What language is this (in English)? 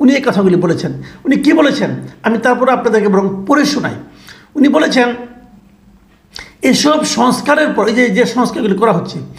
Bangla